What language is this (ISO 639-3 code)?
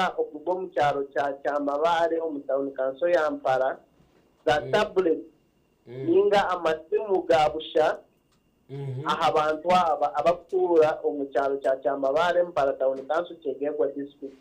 nyn